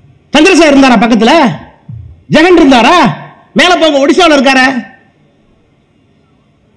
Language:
Tamil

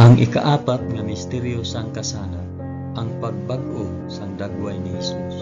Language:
Hiligaynon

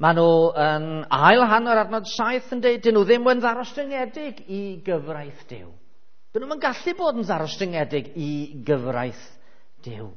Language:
Welsh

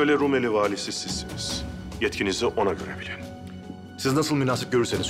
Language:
Turkish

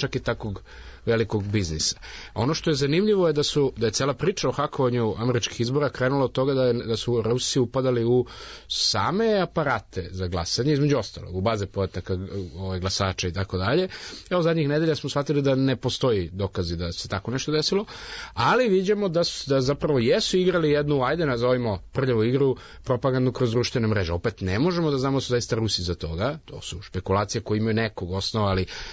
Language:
Serbian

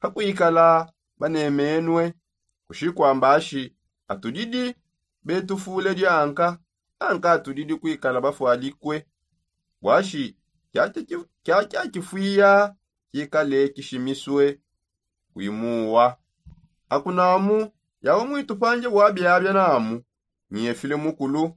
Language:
Songe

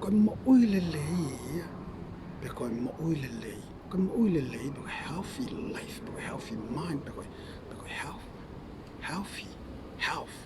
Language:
Tongan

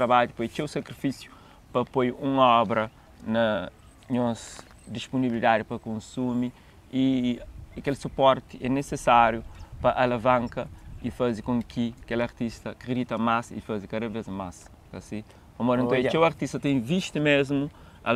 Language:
Kabuverdianu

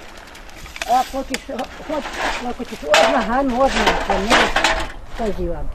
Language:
Bosnian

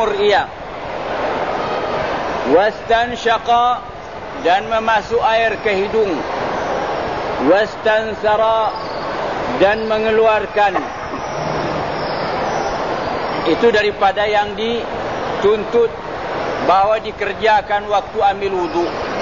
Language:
Malay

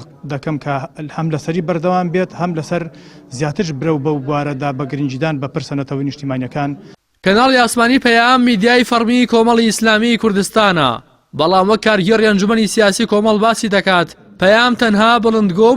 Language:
Central Kurdish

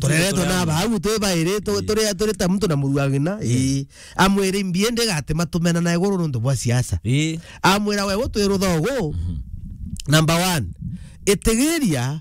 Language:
Meru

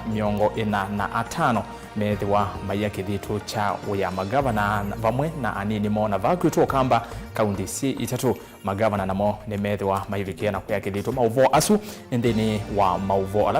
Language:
Kamba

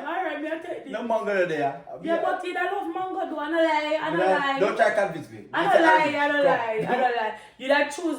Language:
Jamaican Creole English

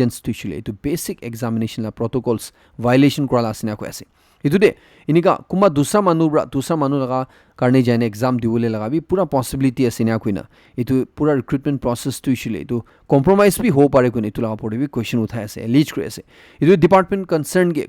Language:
Naga Pidgin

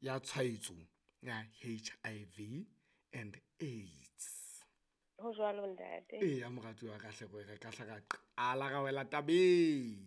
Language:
Southern Sotho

